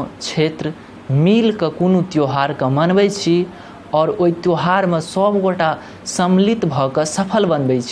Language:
Maithili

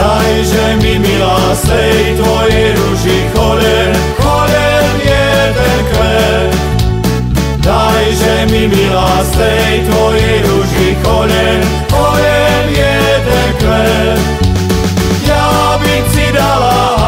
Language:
Slovak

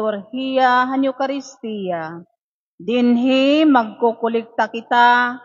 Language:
Waray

